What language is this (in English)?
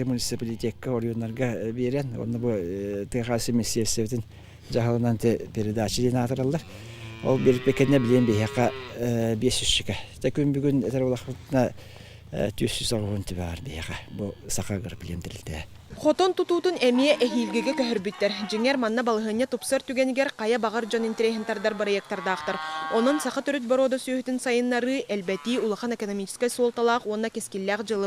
Yakut